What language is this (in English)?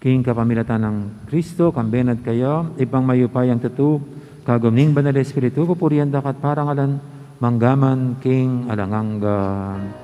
Pampanga